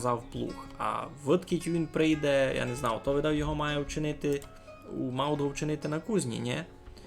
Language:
Rusyn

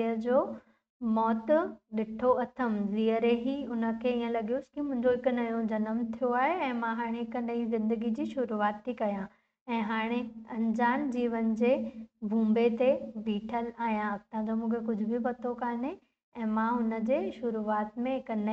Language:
Sindhi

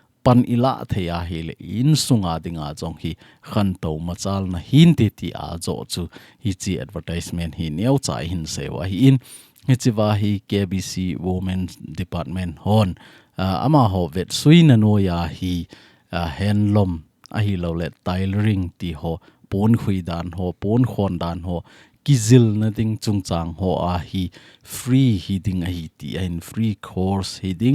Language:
Thado Chin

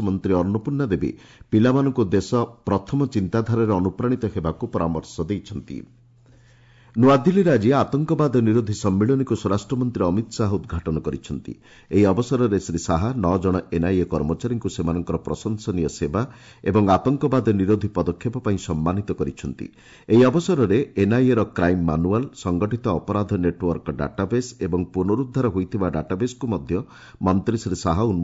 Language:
Odia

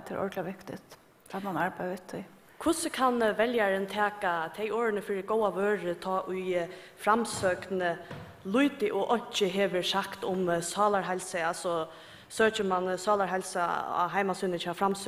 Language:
Faroese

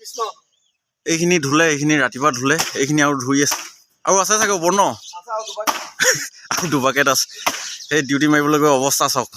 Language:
Assamese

